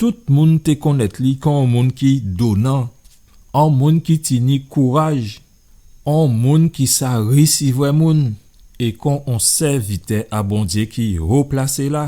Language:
Guadeloupean Creole French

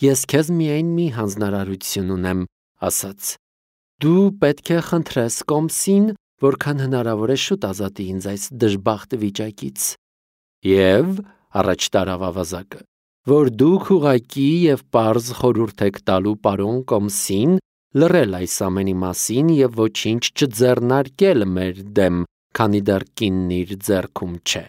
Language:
Armenian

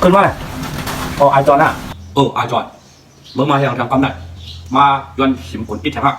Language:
Shan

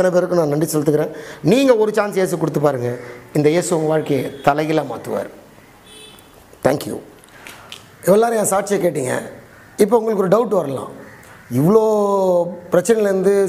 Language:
Tamil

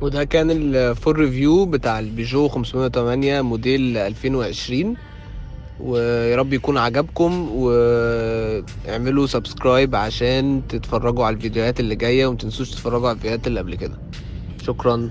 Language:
Egyptian Arabic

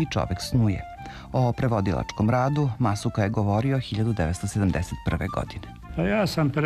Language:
Serbian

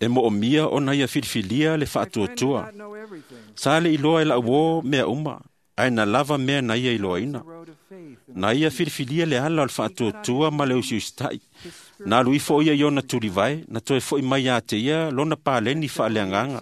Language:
Samoan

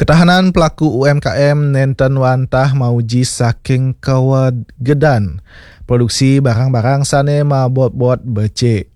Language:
Balinese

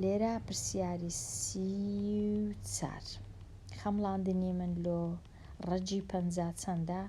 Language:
Central Kurdish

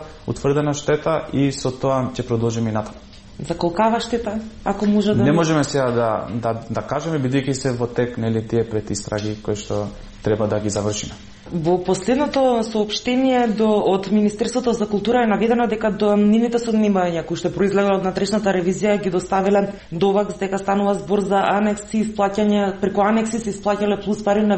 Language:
Macedonian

